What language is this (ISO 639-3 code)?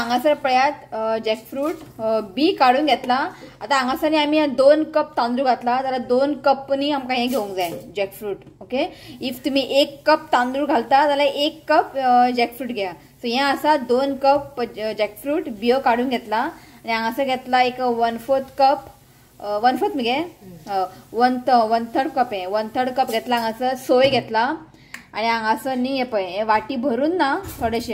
kok